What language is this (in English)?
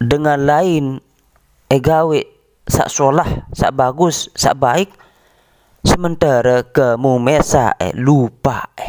Sasak